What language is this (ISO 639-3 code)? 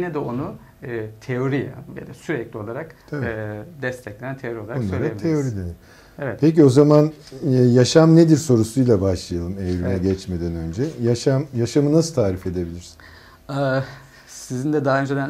tur